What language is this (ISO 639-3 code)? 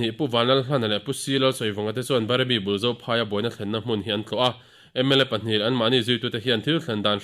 lus